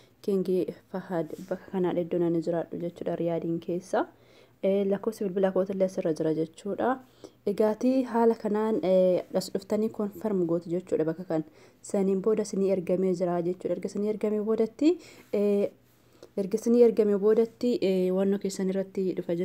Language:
Oromo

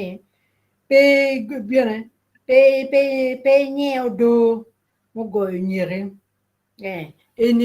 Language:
Acoli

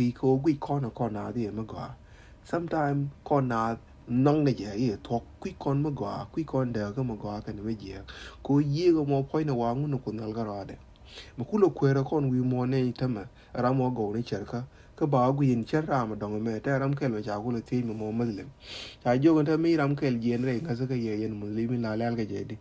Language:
Nuer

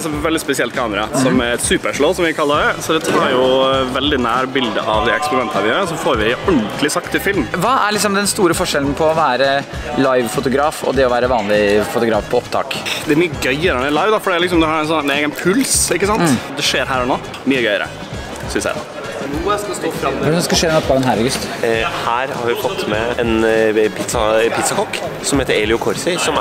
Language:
Norwegian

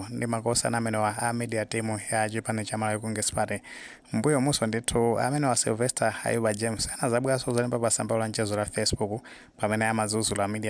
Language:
Nyanja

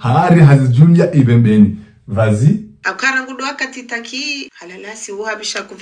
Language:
Ngazidja Comorian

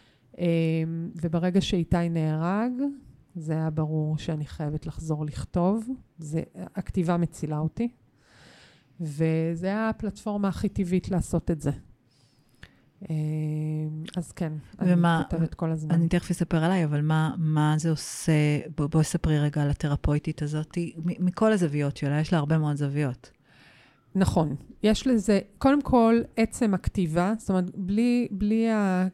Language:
Hebrew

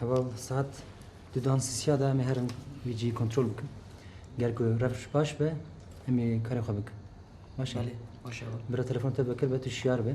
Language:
Kurdish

